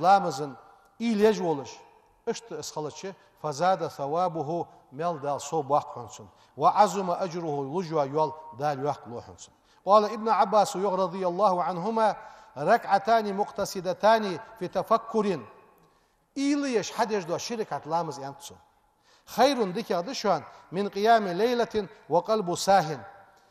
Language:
Ingush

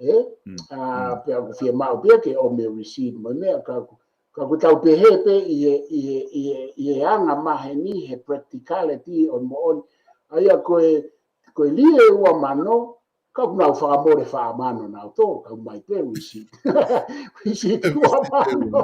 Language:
Tongan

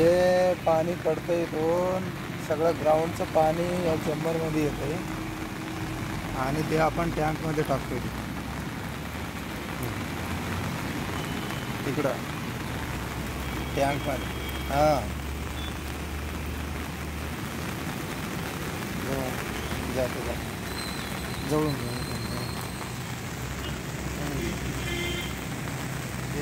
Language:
Marathi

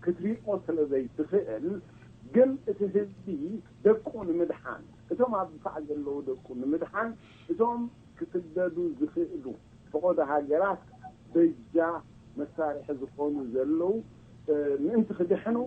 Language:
Tigrinya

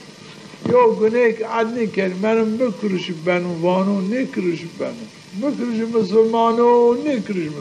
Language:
Zaza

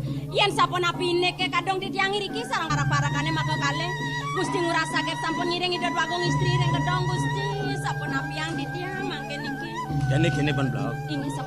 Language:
Balinese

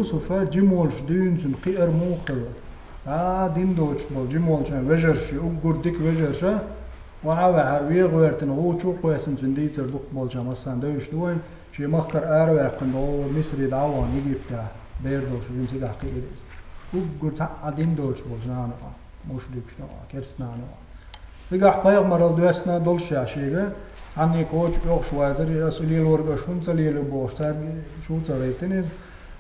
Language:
Chechen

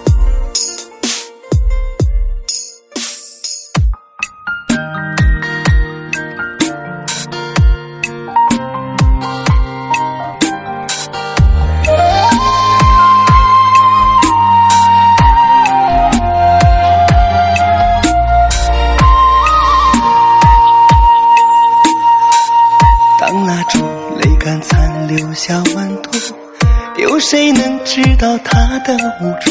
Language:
Chinese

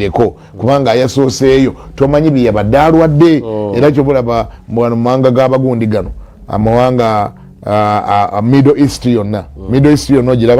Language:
Ganda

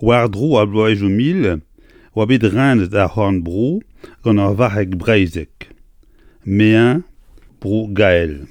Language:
Breton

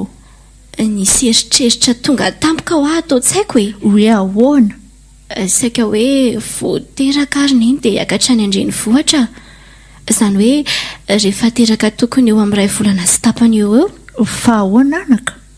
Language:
Malagasy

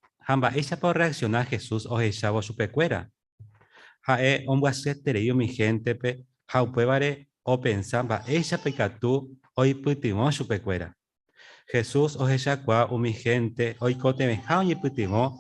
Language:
Guarani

